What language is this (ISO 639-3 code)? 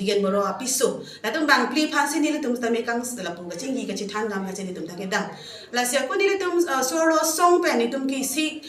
mjw